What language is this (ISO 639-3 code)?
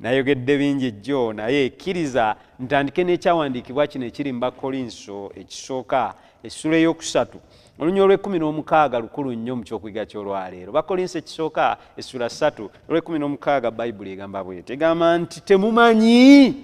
lug